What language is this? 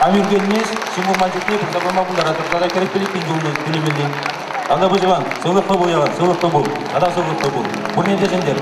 Chuvash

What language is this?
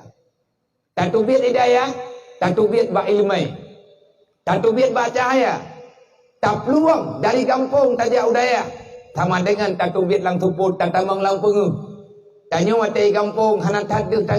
Achinese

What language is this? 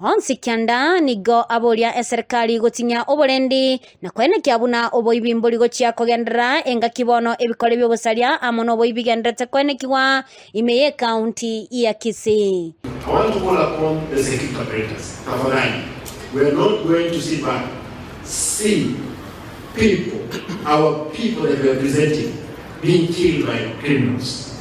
Gusii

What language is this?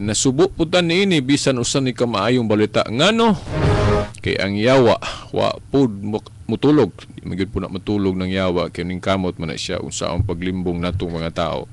Cebuano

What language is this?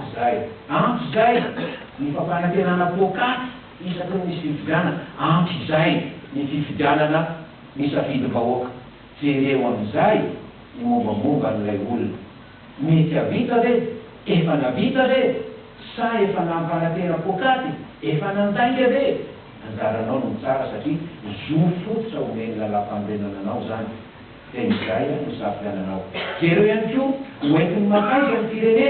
Malagasy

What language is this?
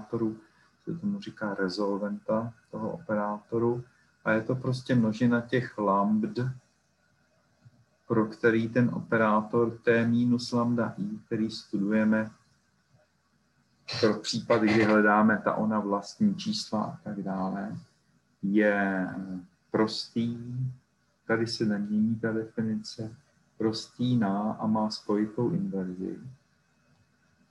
Czech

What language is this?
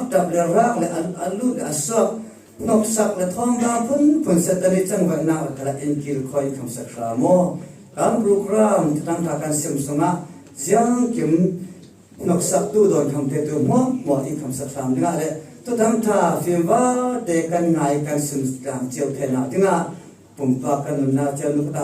Falam Chin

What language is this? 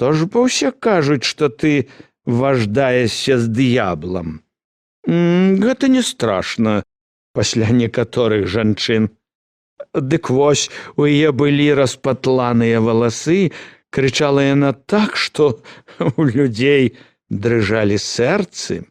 Belarusian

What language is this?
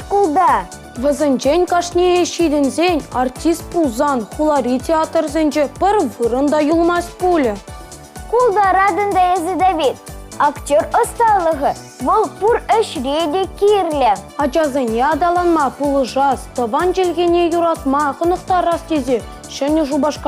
Chuvash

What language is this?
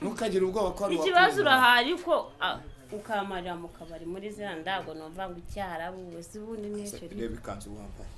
Kinyarwanda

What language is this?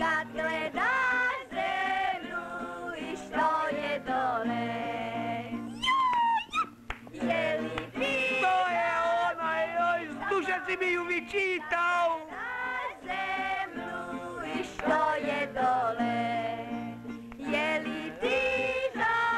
Slovak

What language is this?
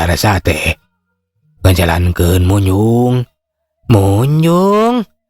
Sundanese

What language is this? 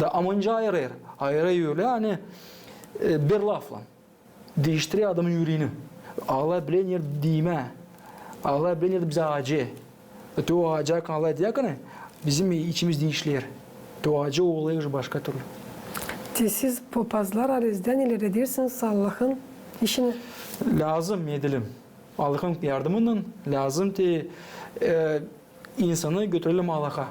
Gagauz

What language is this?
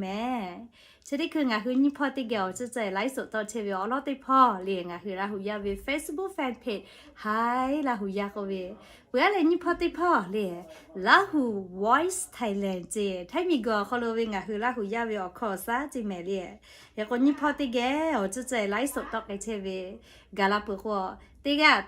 Lahu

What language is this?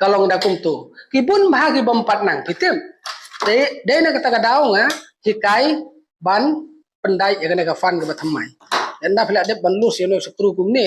Khasi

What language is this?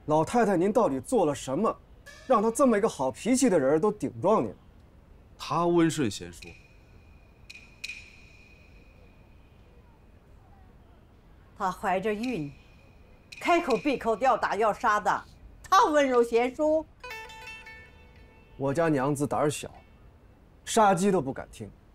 Chinese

